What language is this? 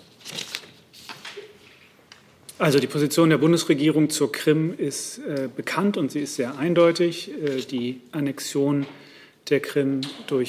German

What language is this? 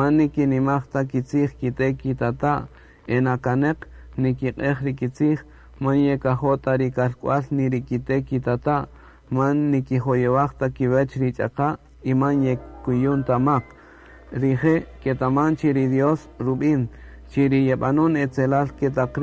Kaqchikel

